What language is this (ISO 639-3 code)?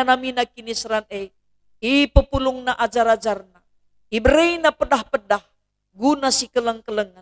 btx